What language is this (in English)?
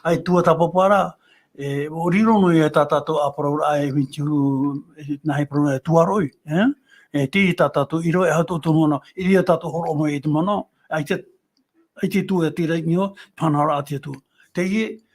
Tahitian